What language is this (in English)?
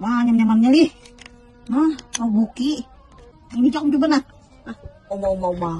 Banjar